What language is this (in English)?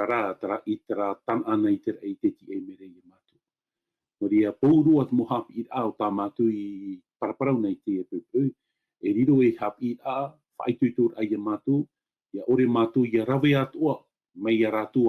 Tahitian